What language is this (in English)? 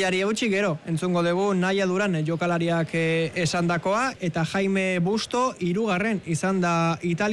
Basque